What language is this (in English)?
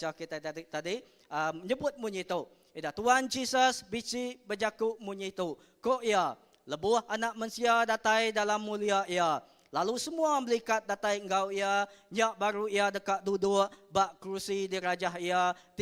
Iban